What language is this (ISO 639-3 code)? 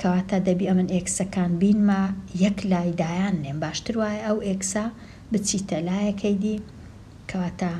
ckb